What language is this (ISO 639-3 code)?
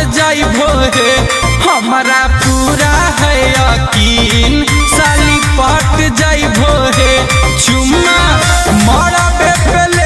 bho